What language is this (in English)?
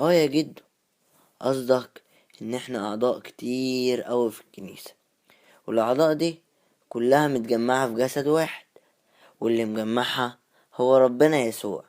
Egyptian Arabic